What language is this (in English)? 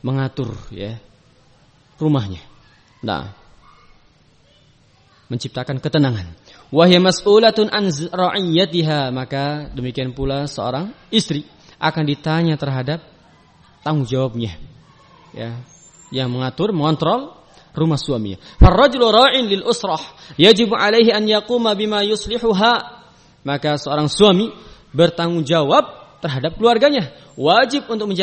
Indonesian